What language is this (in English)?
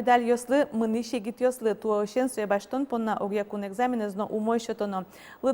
Udmurt